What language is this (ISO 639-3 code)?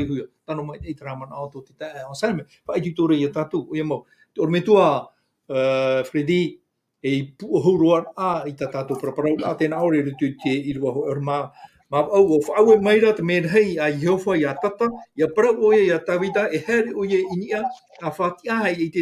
tah